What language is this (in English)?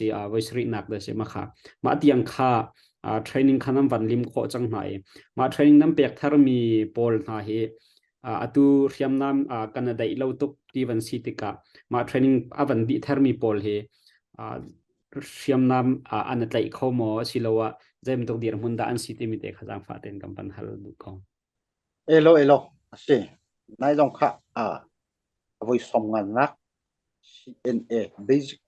Hakha Chin